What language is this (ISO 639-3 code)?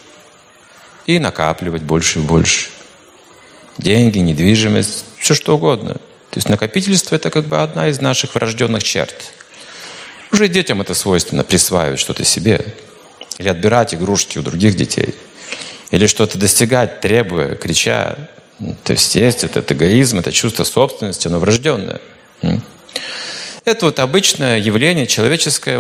rus